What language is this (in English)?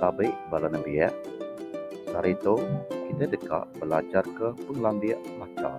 Iban